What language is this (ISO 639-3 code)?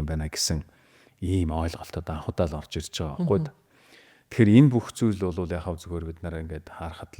mon